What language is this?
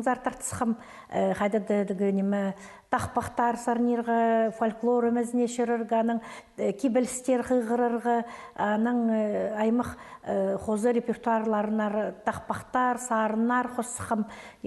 Khakas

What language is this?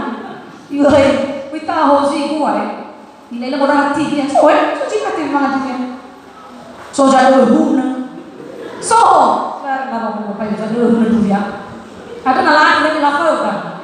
Nias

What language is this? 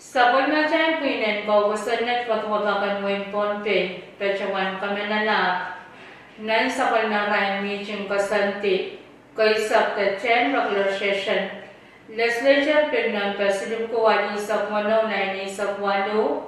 Pohnpeian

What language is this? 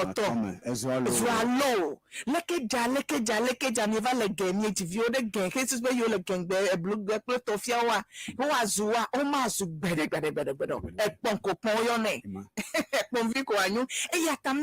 Ewe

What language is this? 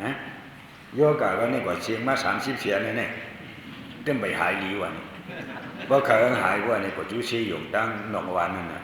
Shan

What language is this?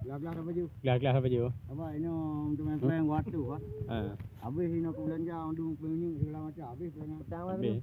Achinese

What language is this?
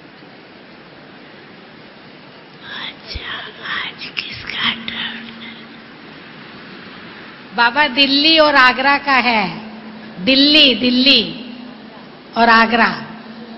Hindi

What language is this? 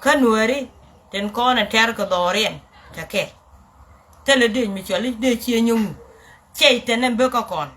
Nuer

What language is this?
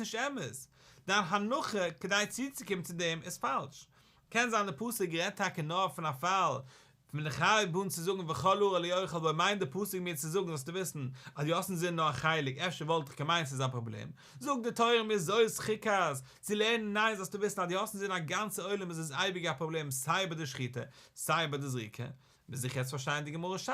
Yiddish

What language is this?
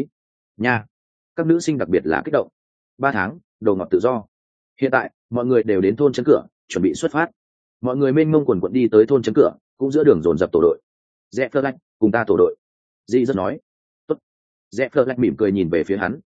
Vietnamese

